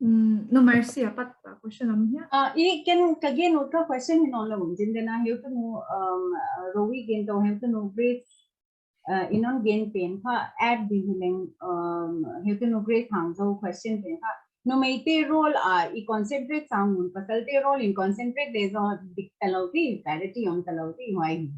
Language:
Paite Chin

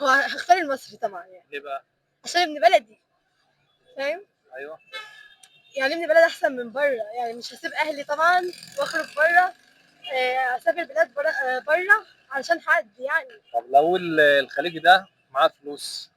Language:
Egyptian Arabic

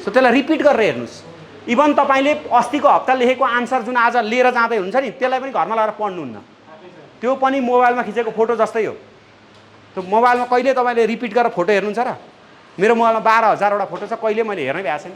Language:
Nepali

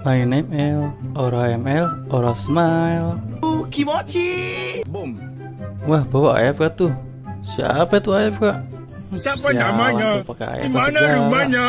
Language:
Betawi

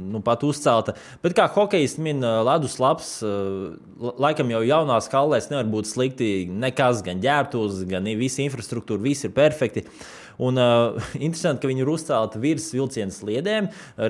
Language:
Latvian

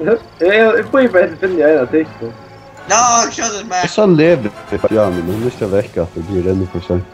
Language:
Faroese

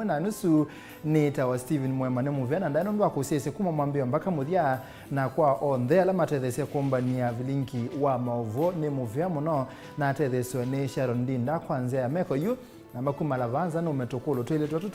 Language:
Kamba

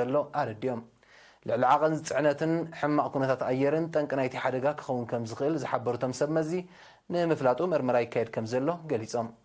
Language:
Tigrinya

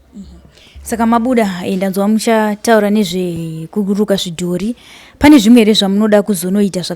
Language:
Shona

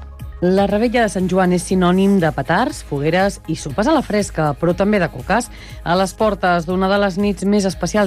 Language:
Catalan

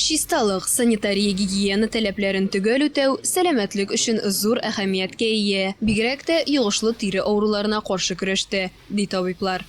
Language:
Tatar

